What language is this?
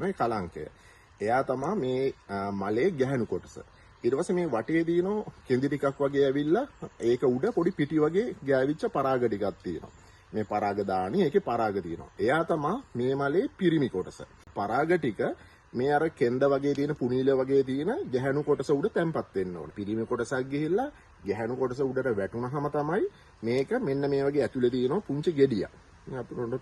Sinhala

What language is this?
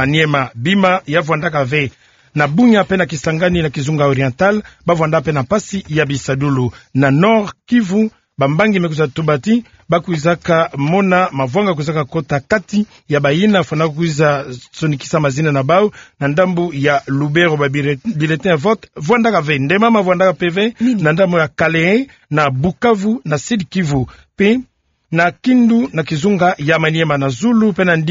Kituba (Democratic Republic of Congo)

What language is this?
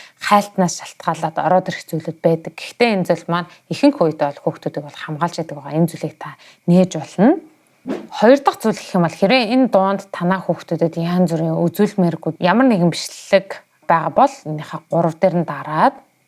Mongolian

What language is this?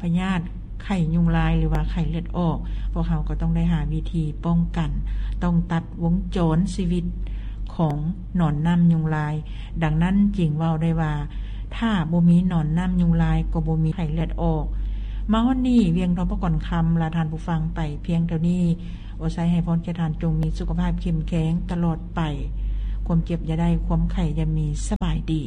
Lao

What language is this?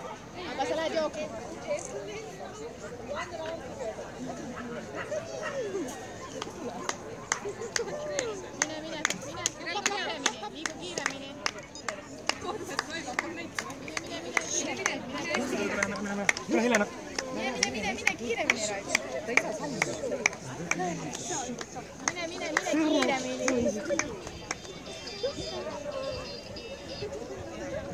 Estonian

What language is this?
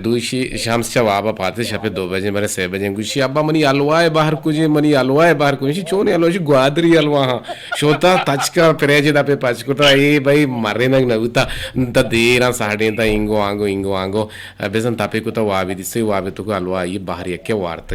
Eastern Balochi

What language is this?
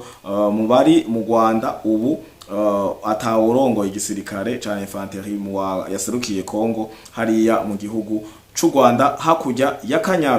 Rundi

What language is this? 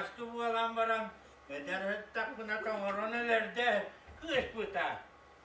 Yakut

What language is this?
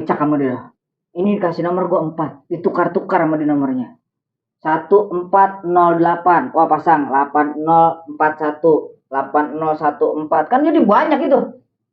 Betawi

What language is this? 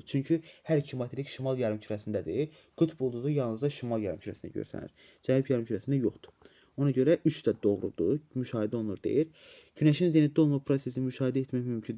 Azerbaijani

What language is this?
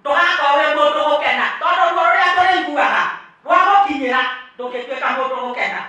Kikuyu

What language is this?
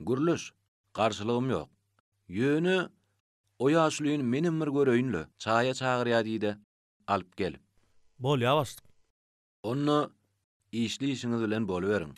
Turkmen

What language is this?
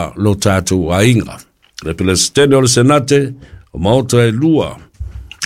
Samoan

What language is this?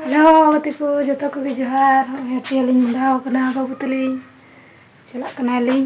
Santali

